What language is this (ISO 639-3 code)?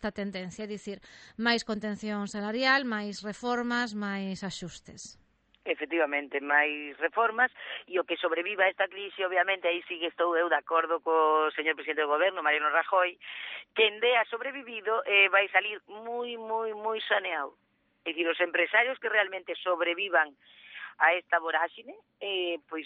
glg